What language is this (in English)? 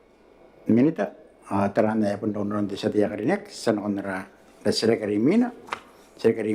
Gilbertese